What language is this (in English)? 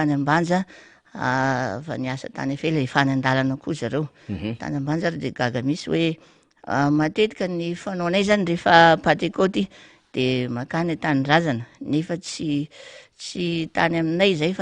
Malagasy